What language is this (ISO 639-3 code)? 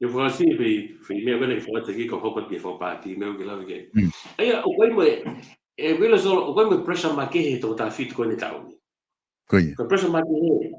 ton